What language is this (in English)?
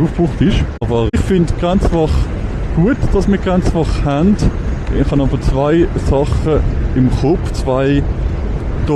Swiss German